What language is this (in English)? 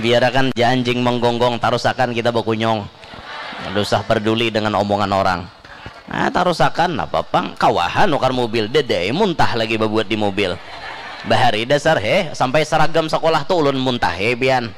Banjar